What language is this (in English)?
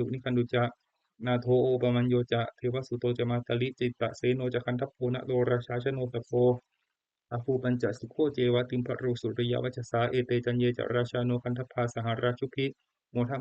Pali